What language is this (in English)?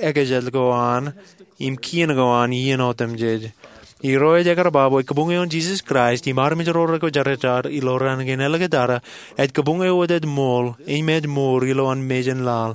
Marshallese